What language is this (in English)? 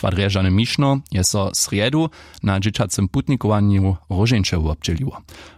Upper Sorbian